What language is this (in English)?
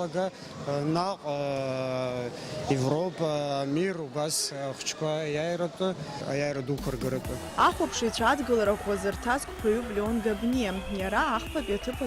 Abkhazian